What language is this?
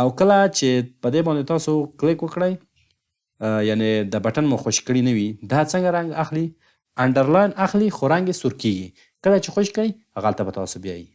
Pashto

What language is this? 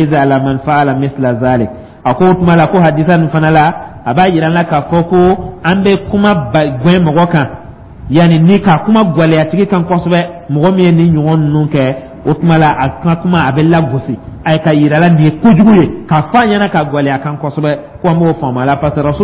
Dyula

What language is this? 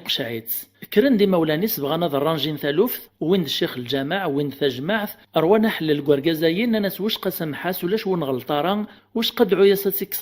Kabyle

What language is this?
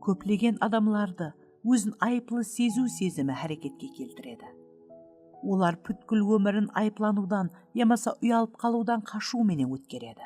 Kara-Kalpak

